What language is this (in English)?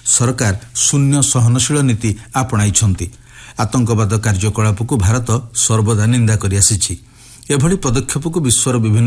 Odia